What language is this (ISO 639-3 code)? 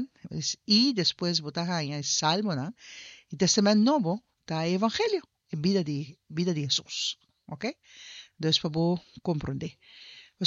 pap